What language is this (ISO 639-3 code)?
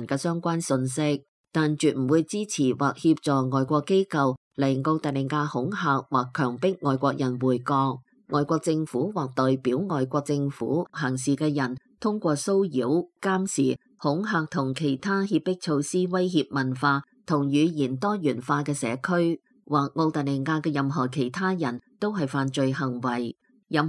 yue